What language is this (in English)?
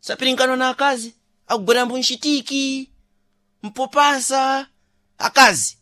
Sena